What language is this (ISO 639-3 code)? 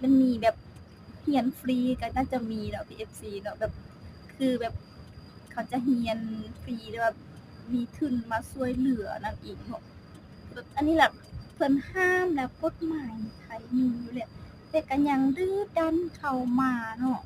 lao